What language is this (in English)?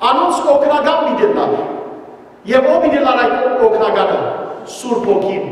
Western Armenian